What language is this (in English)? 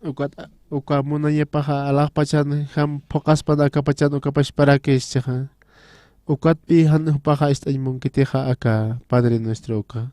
Aymara